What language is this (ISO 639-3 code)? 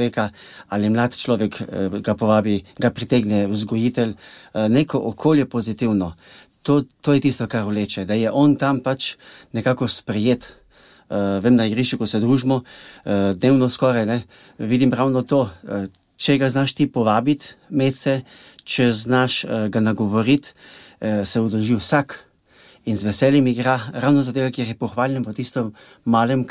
slv